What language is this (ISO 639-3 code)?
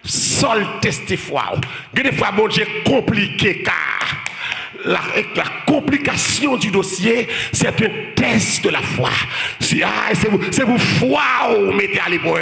hat